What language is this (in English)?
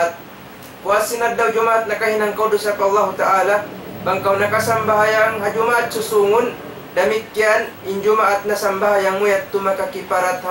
Tausug